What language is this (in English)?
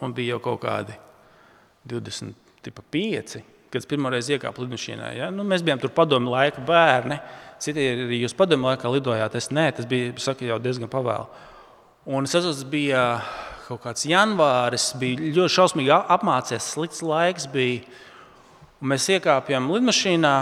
Latvian